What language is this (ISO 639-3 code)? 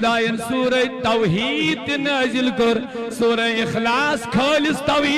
kas